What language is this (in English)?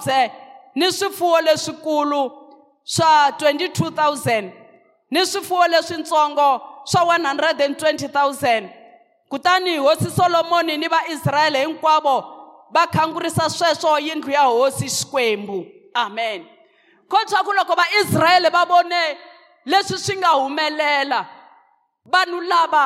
Tsonga